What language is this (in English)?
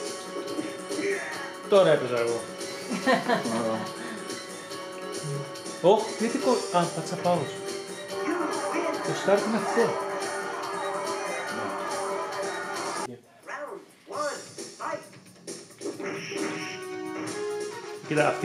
Greek